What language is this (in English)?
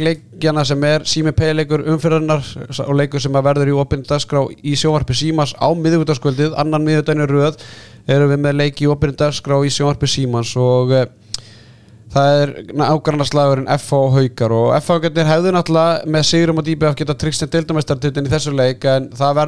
Icelandic